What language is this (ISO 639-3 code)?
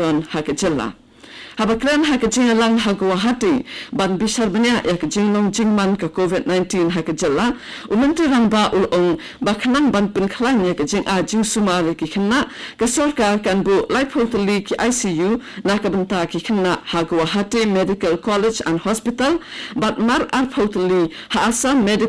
kha